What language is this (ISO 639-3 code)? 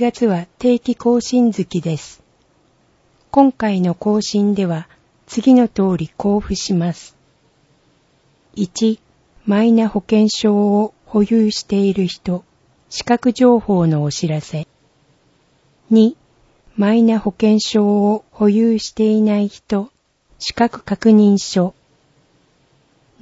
jpn